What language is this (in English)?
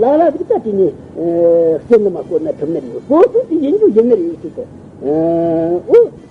Tibetan